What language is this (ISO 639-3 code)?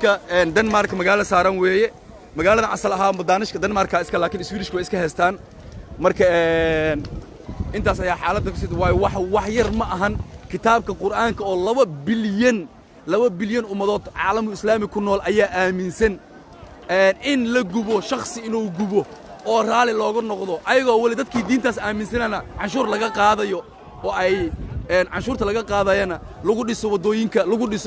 som